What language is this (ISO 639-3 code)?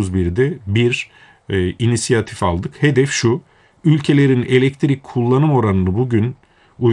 tur